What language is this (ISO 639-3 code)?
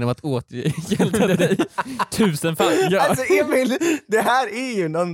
swe